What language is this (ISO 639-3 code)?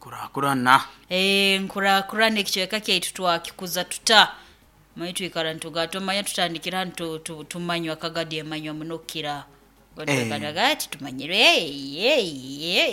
nyo